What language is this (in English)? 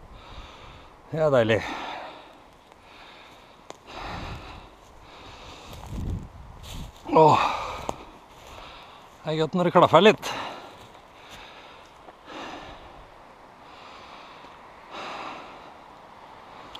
Norwegian